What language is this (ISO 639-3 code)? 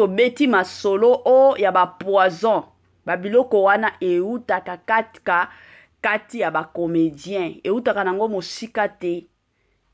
lin